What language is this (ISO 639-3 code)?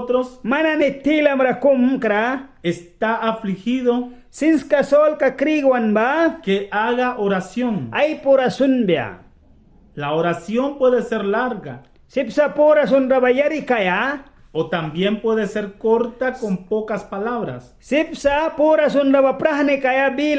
miq